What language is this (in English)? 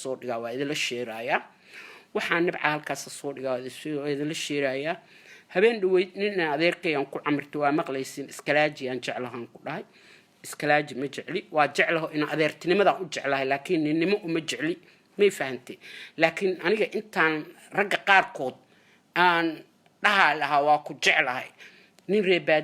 Somali